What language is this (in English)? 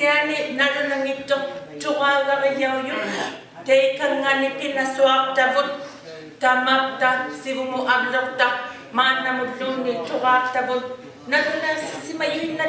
Inuktitut